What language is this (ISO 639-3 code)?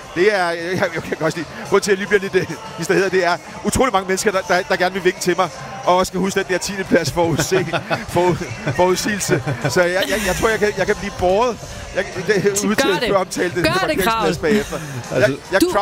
dan